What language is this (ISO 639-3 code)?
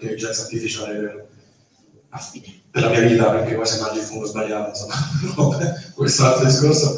ita